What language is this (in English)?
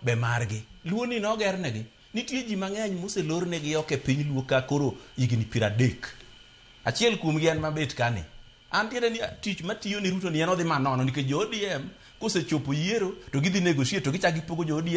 Luo (Kenya and Tanzania)